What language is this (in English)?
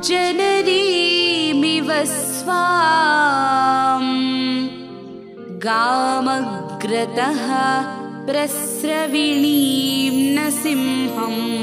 Sanskrit